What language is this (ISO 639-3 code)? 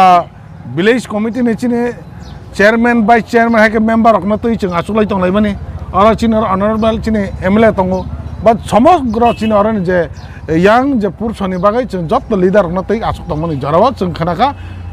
trp